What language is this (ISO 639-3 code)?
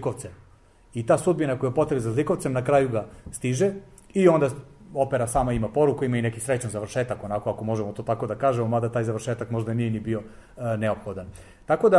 srp